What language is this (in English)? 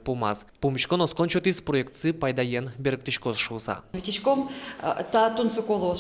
Udmurt